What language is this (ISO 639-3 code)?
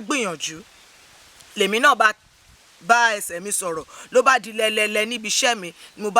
yor